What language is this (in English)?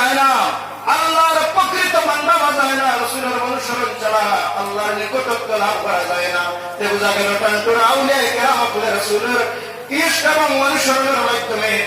Sylheti